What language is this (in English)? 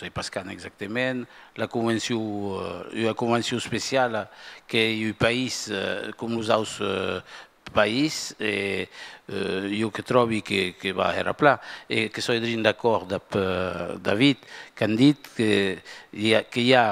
Occitan